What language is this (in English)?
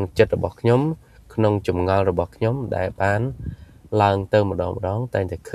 Khmer